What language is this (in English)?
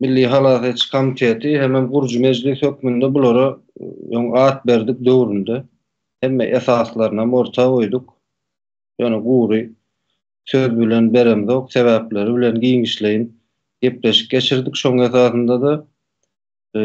Turkmen